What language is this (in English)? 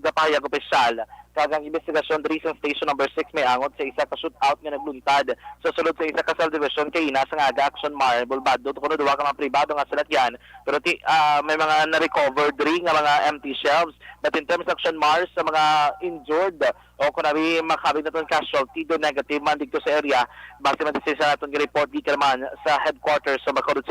Hiligaynon